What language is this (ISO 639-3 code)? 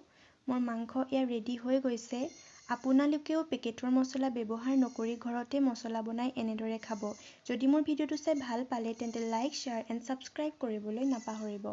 asm